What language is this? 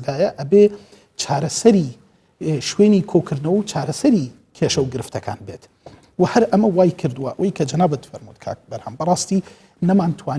Central Kurdish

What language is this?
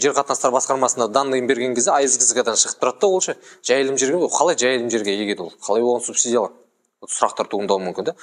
Kazakh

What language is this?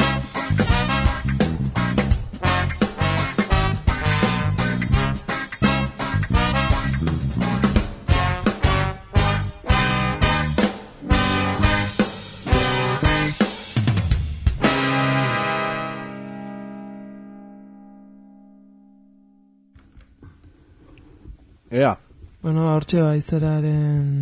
Basque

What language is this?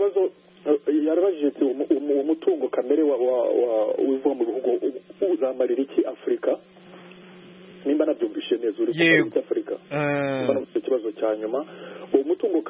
Kinyarwanda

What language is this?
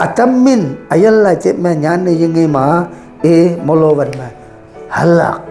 Konyak Naga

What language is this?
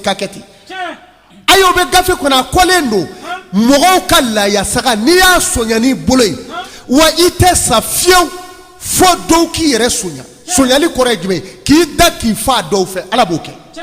Bambara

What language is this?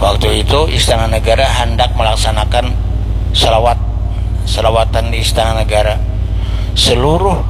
Banjar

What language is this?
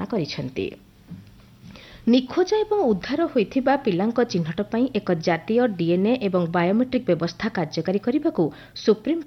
Odia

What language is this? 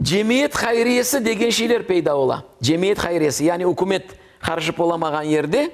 Crimean Tatar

